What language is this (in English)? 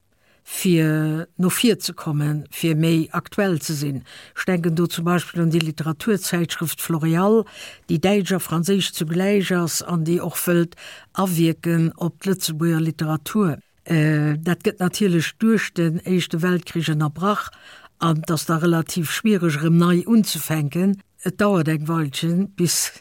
Luxembourgish